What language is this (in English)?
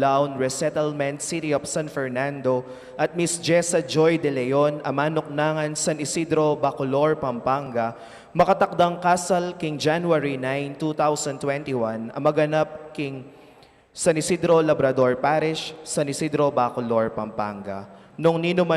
Pampanga